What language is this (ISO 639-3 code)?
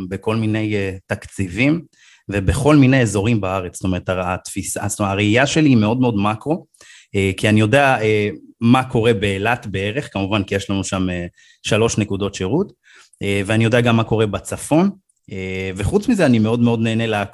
heb